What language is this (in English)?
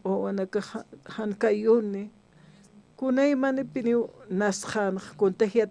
Aymara